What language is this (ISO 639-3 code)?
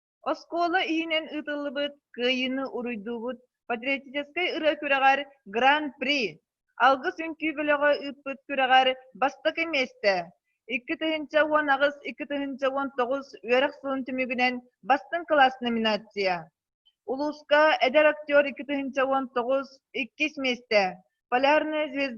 sah